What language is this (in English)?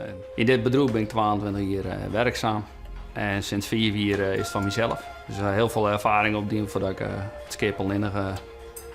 Western Frisian